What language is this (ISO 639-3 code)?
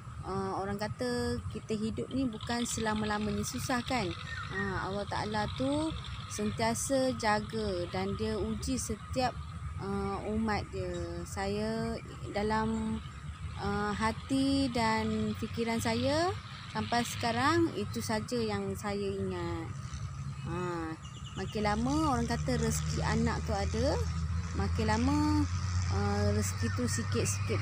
msa